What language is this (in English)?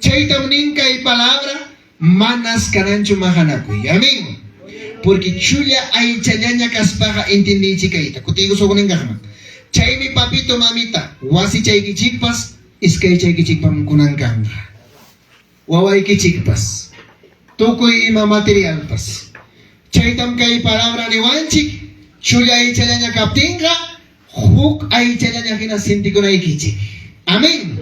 Ayacucho Quechua